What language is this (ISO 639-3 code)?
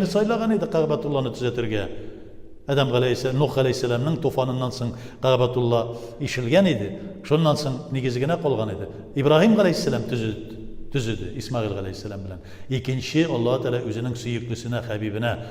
tat